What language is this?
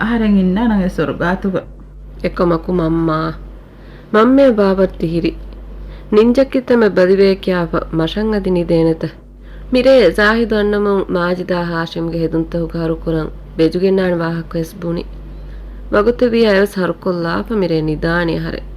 Divehi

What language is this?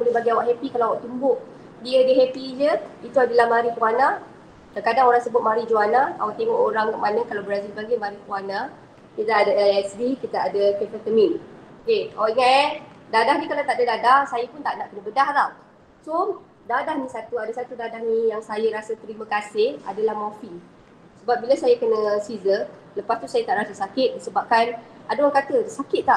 Malay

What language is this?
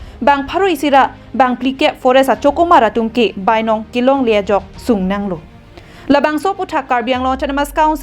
Karbi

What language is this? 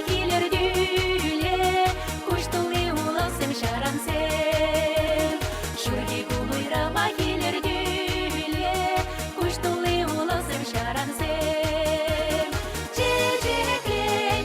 Chuvash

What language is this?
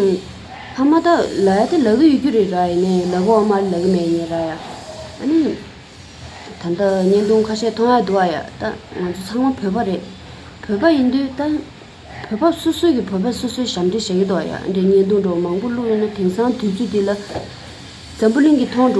Tibetan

